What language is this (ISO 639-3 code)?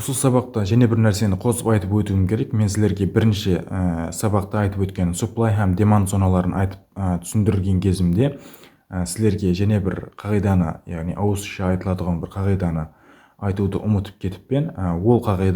kaa